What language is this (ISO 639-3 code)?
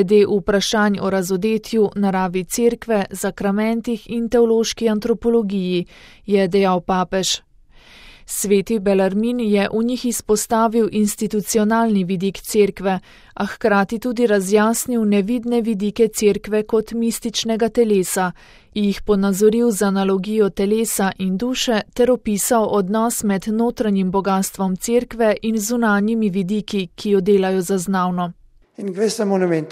slv